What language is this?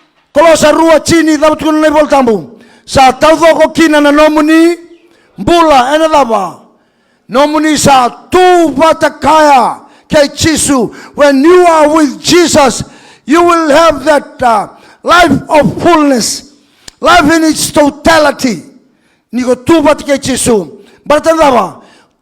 Fijian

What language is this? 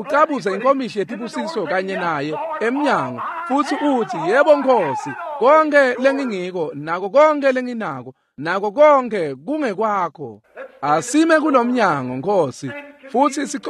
Swati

